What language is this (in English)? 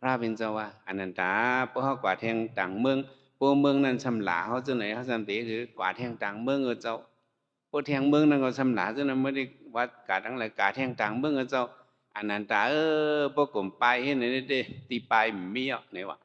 Shan